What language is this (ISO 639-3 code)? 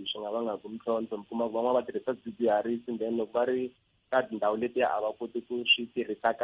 tso